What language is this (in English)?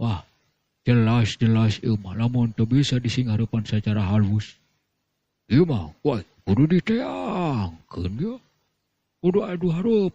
Sundanese